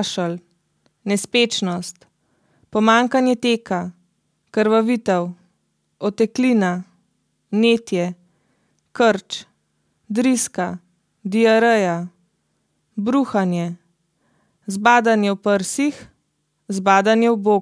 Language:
Slovenian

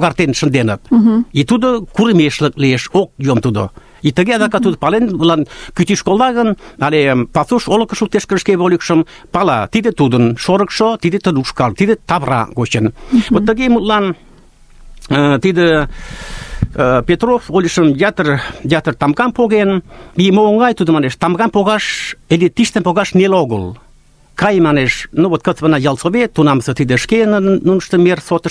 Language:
Mari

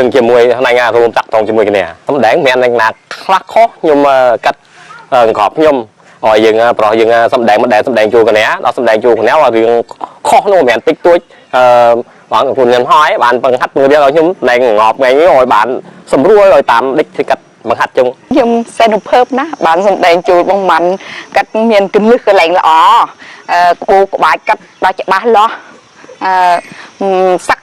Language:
Khmer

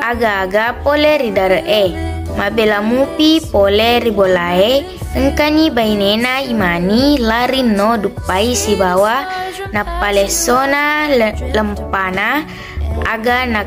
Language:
Buginese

